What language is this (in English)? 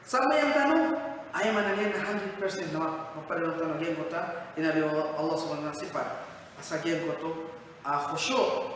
Maranao